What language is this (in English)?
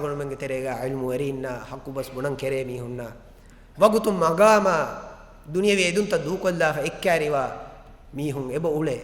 Divehi